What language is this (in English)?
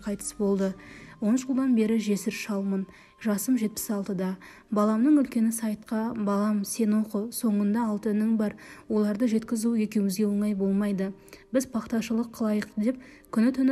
Kazakh